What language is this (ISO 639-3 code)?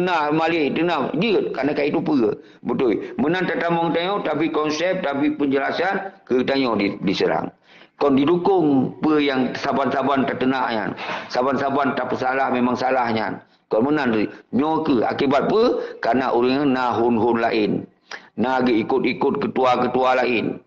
ace